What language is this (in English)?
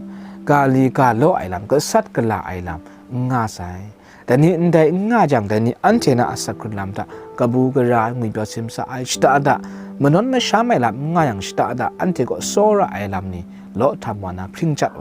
Kachin